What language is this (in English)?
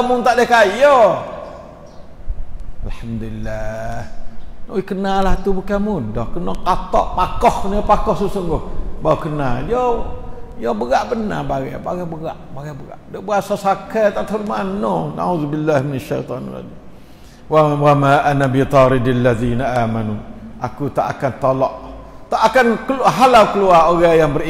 Malay